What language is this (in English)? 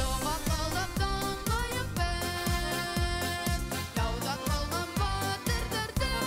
Bashkir